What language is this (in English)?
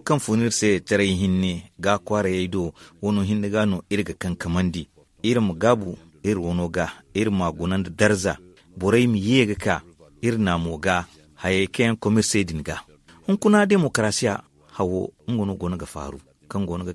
Zarma